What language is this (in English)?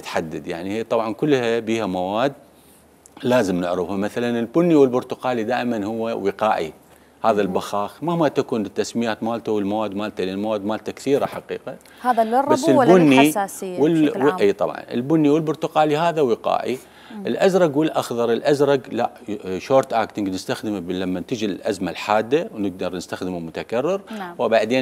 Mesopotamian Arabic